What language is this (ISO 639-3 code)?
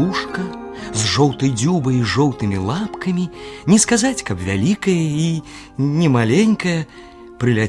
bel